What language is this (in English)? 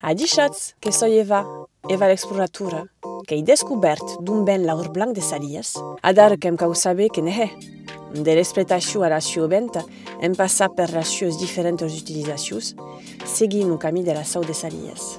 Occitan